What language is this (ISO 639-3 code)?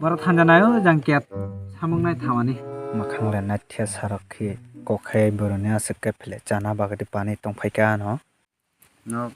trp